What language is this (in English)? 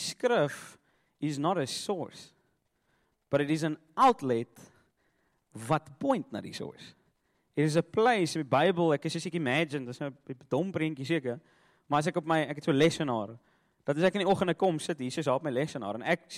Afrikaans